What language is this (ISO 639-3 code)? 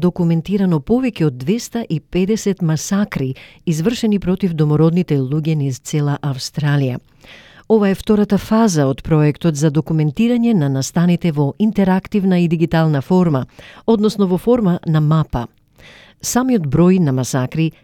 mkd